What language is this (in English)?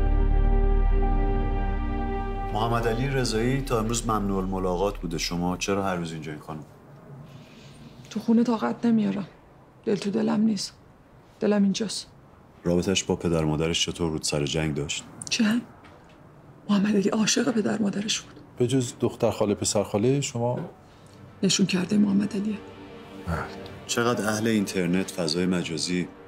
Persian